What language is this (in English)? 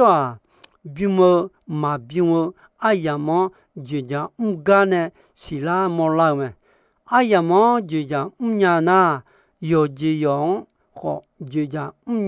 Akha